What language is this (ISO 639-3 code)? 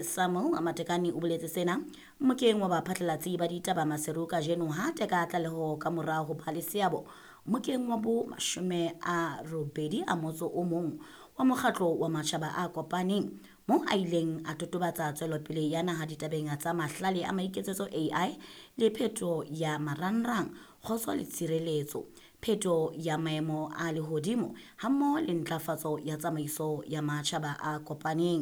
sot